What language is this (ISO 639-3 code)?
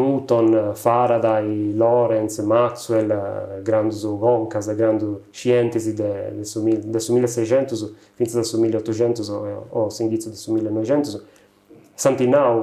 srd